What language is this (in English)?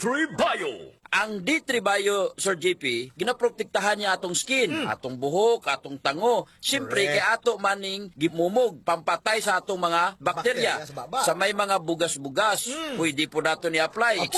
Cebuano